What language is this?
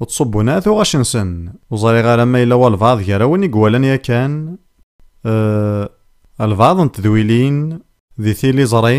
Kabyle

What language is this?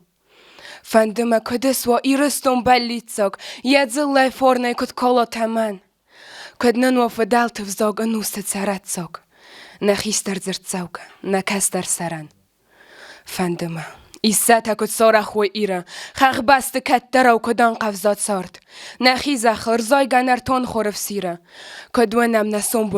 Ossetic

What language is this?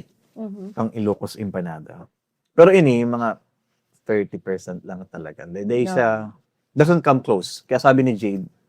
Bikol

